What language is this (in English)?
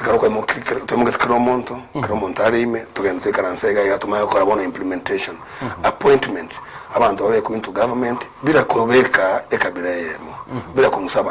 Gusii